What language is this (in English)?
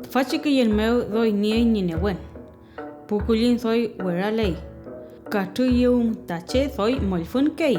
Mapuche